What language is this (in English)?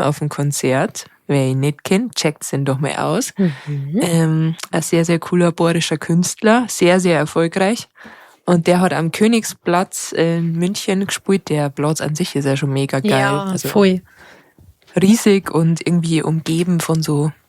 Bavarian